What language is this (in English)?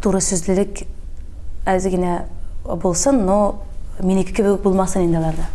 Tatar